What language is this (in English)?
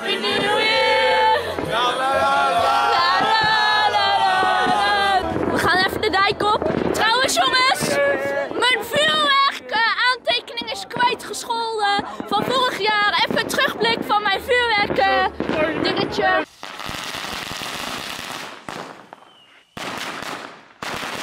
Dutch